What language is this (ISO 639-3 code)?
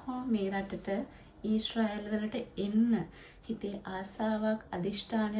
sin